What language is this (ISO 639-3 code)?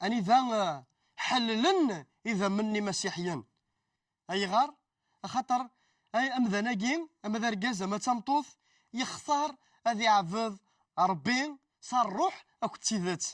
kab